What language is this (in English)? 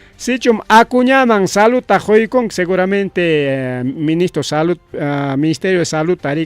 Ayacucho Quechua